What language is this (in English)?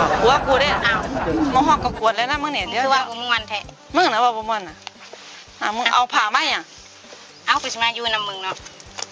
Northeastern Thai